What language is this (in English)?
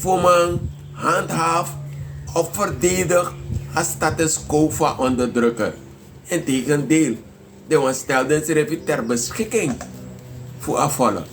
Sranan Tongo